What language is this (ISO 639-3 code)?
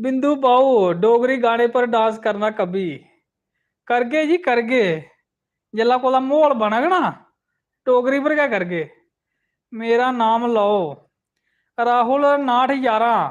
doi